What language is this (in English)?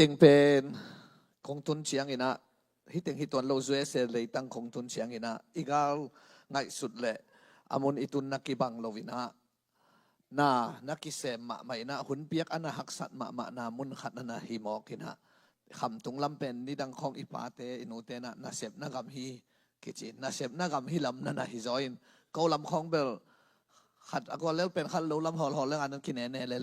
Tedim Chin